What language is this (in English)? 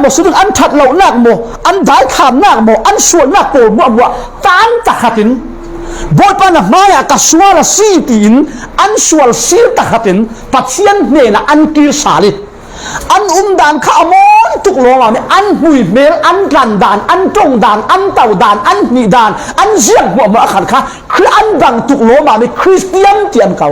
Falam Chin